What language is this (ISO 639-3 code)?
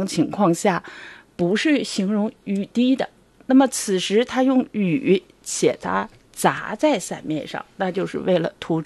zho